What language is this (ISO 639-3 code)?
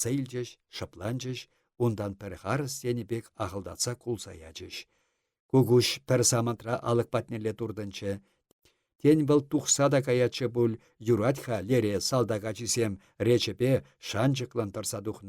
chv